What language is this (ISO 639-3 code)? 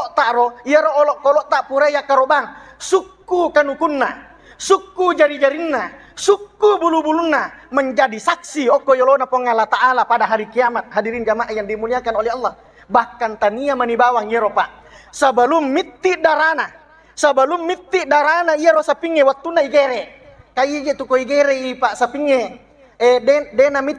bug